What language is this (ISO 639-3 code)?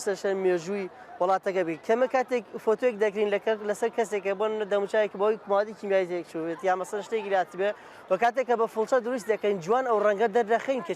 ckb